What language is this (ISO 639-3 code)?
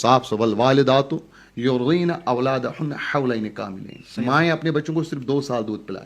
kas